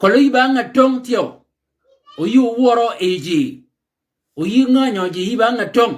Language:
Shilluk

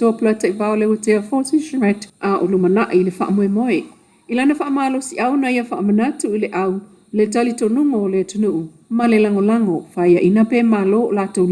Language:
Samoan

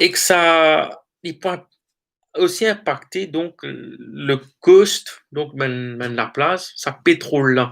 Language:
Morisyen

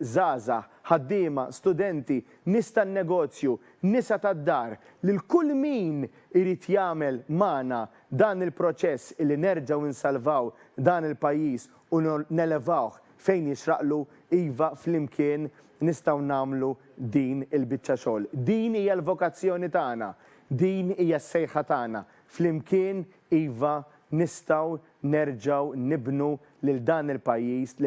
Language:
Maltese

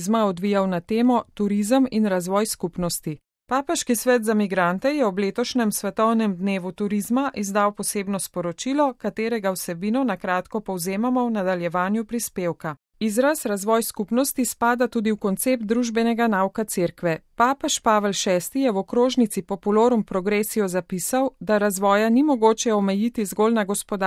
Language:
Slovenian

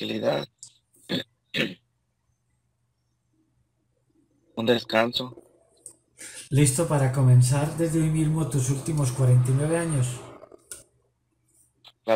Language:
Spanish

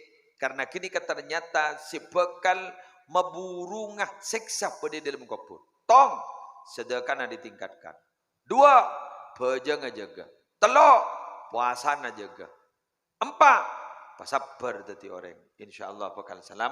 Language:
Madurese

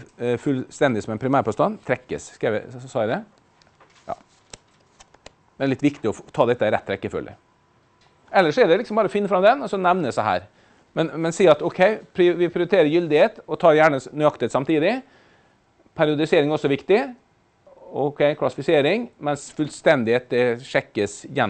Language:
Norwegian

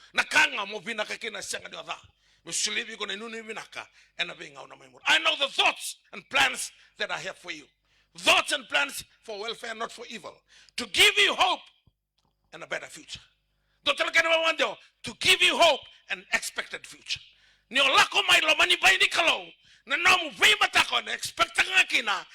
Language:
Fijian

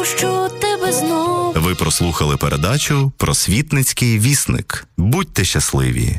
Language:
Ukrainian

